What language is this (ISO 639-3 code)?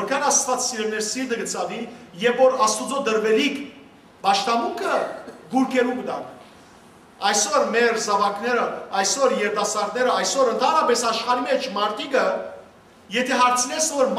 hyw